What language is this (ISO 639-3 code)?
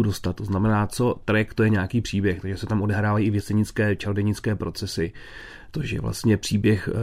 ces